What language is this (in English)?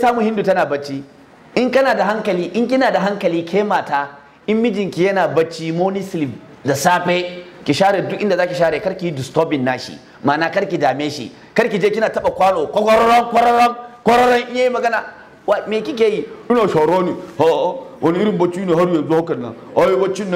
Hausa